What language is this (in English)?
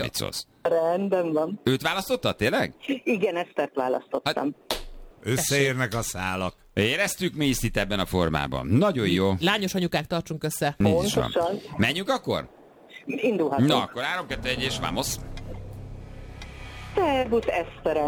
Hungarian